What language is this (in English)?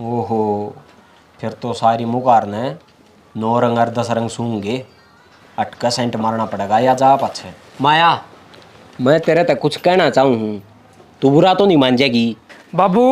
Haryanvi